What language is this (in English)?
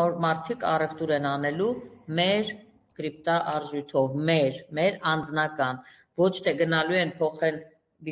Armenian